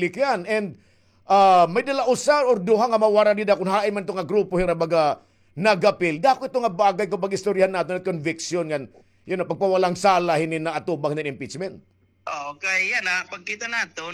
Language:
Waray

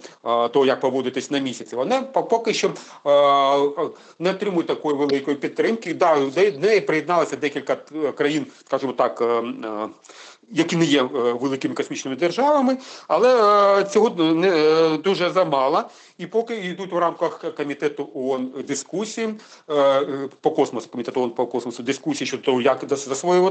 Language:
Ukrainian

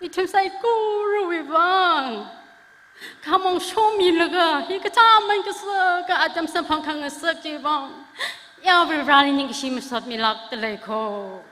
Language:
Tangkhul Naga (India)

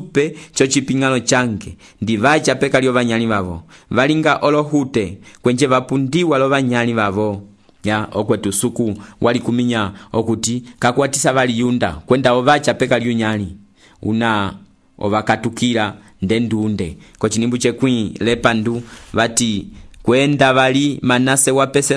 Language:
Umbundu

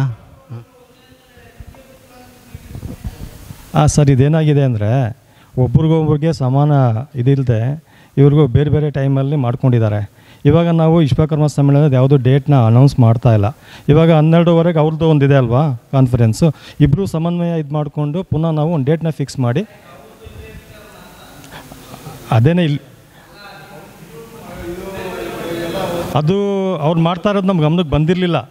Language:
Kannada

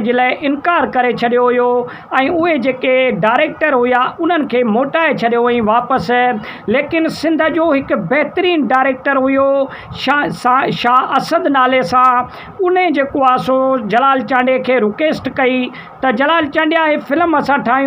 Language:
Sindhi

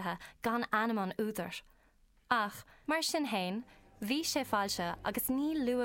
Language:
Irish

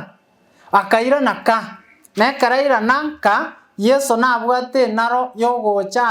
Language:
Gusii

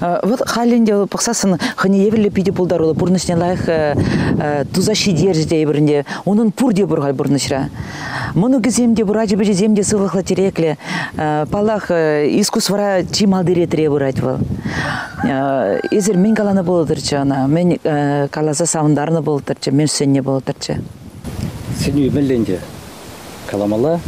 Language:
Chuvash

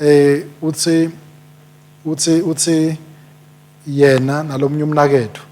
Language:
Swati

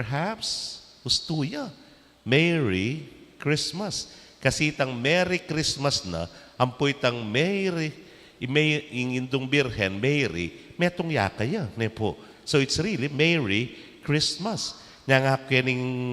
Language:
Pampanga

